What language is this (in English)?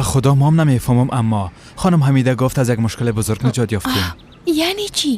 Persian